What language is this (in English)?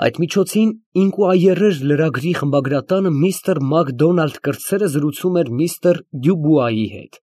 Armenian